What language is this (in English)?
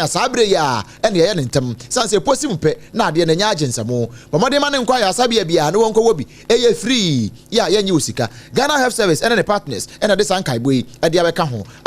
Akan